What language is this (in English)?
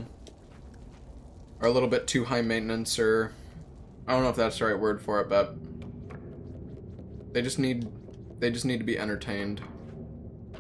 English